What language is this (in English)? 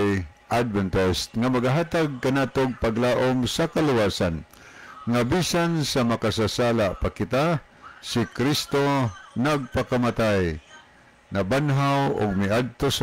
Cebuano